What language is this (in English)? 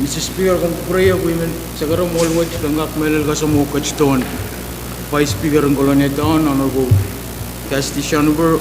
Pohnpeian